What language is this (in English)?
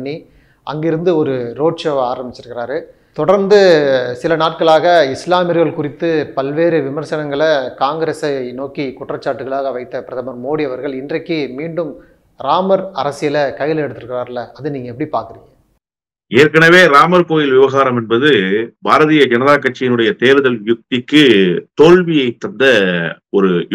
Tamil